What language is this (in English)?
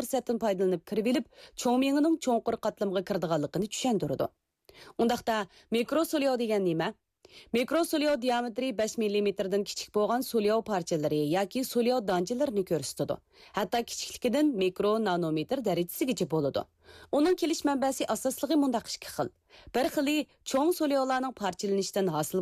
Uyghur